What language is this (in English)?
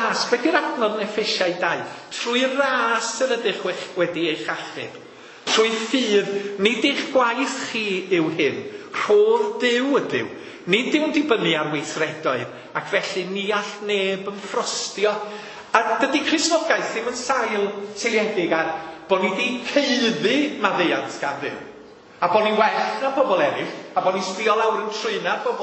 Welsh